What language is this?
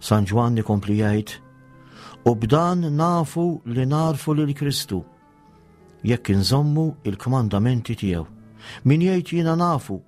Maltese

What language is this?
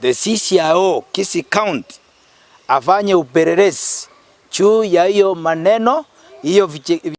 Gusii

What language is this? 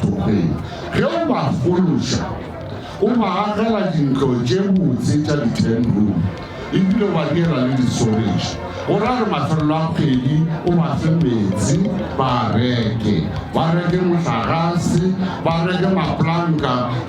Northern Sotho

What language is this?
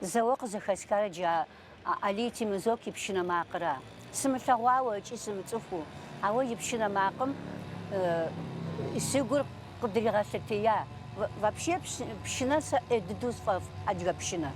Adyghe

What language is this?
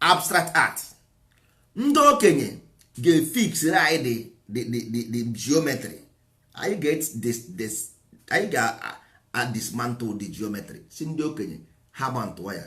Igbo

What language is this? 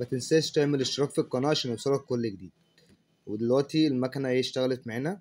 Egyptian Arabic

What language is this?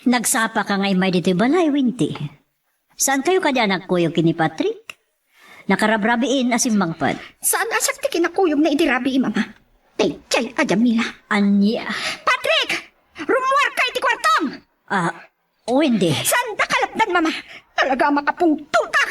Iloko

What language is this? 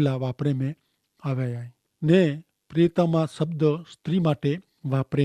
Kachhi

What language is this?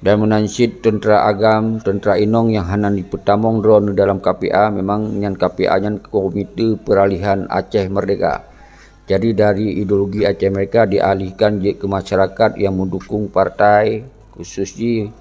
Achinese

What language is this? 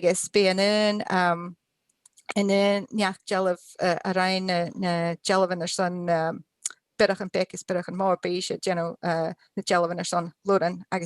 Scottish Gaelic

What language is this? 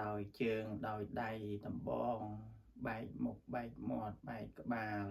Khmer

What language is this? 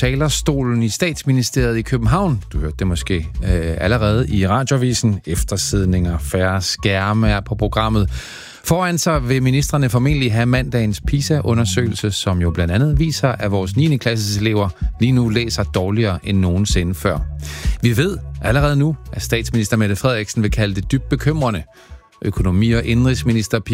Danish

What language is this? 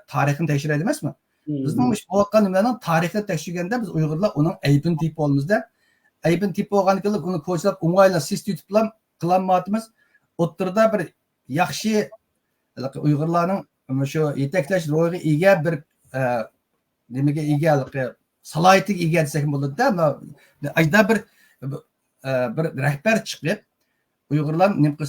Uyghur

